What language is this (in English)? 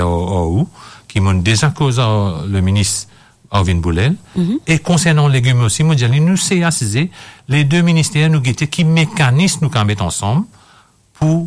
Morisyen